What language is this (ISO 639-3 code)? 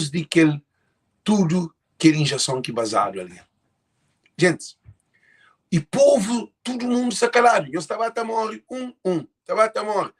kea